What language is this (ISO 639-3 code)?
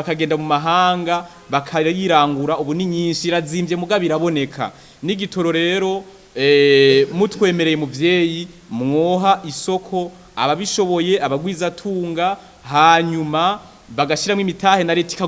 run